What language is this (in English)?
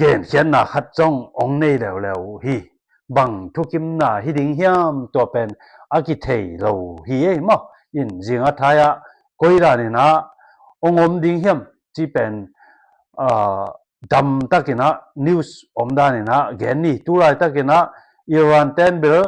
Tedim Chin